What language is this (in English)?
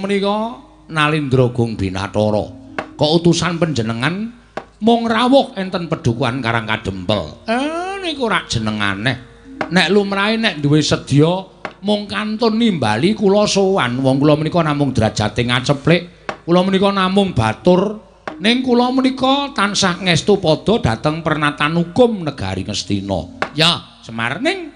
Javanese